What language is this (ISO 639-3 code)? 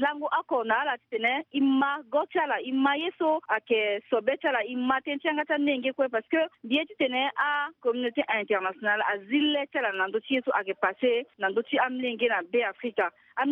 sag